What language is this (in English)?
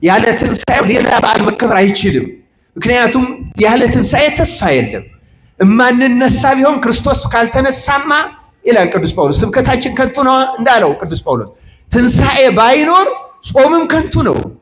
Amharic